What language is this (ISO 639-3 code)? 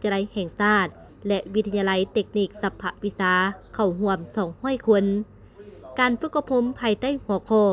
lao